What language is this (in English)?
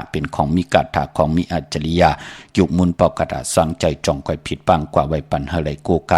Shan